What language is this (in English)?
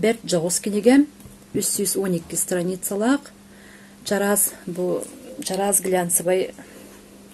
Yakut